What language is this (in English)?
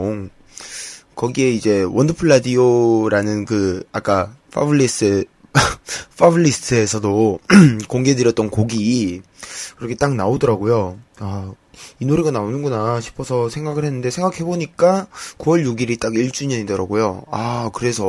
Korean